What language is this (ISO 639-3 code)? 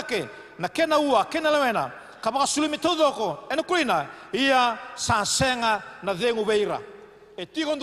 fij